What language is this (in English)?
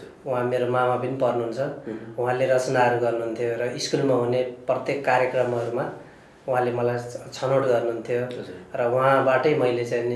Nepali